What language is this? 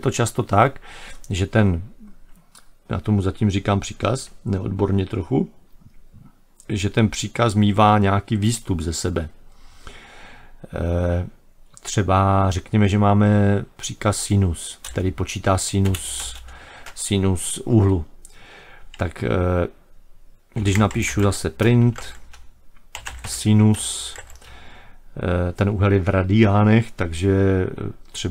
Czech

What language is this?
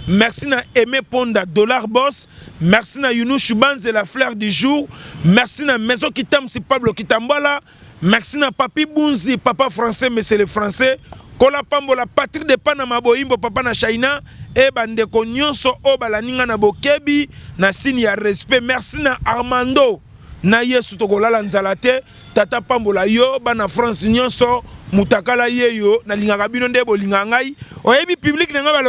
Lingala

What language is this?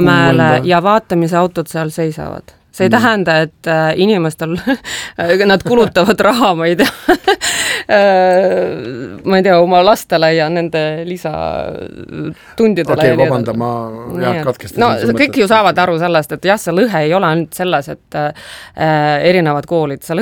Estonian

